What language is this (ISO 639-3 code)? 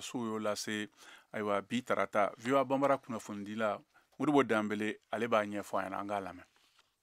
bam